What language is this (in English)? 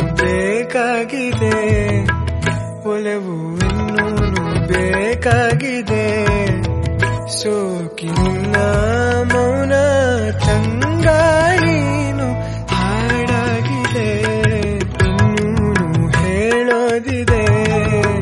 Kannada